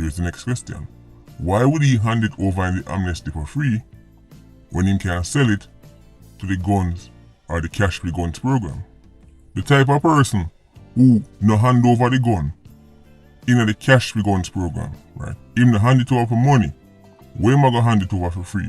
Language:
Jamaican Creole English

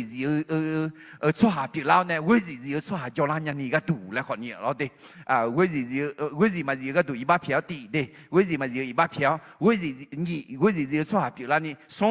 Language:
Akha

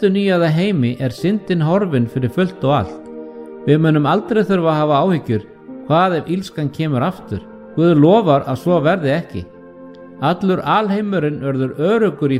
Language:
Icelandic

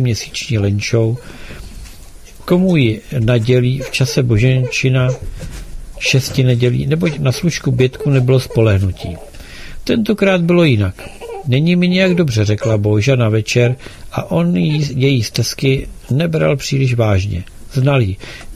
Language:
Czech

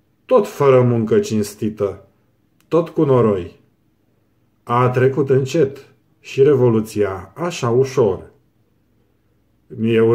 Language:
Romanian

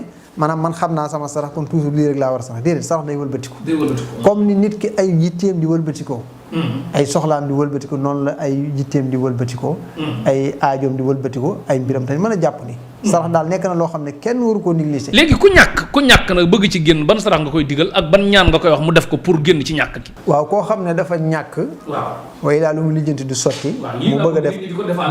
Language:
Wolof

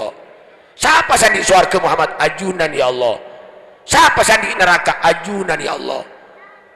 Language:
Madurese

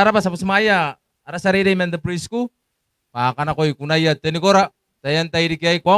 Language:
Gilbertese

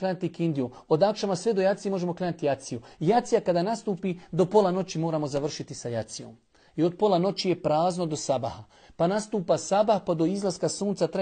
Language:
Bosnian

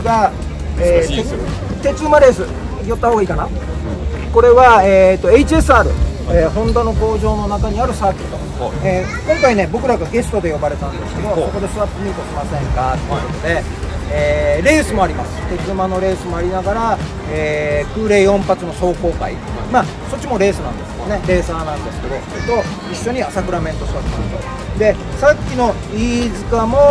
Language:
Japanese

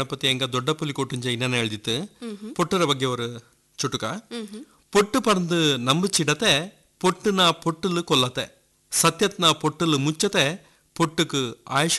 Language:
Kannada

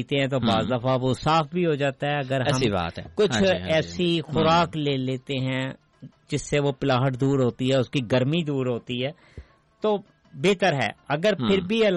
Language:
Urdu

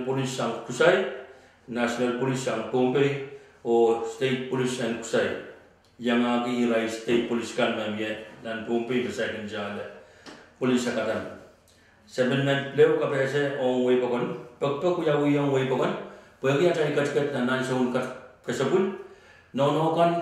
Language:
Pohnpeian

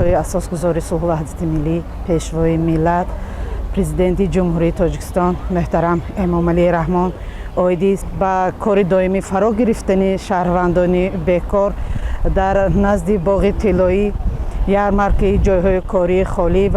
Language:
Tajik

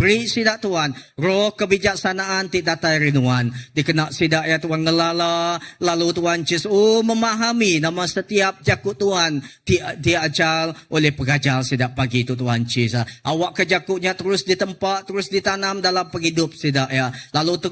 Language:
Iban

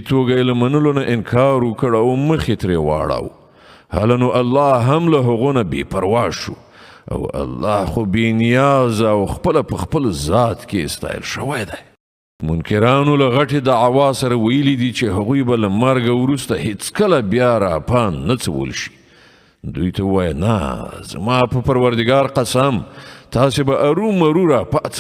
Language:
Pashto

